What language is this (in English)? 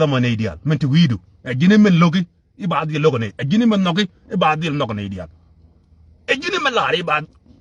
Nuer